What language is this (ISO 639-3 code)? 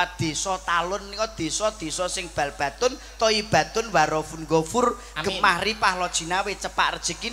jav